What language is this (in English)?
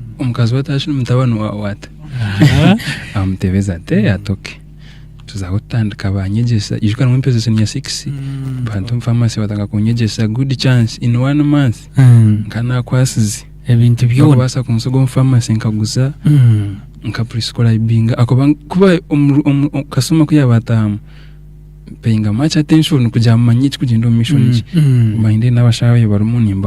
Nyankole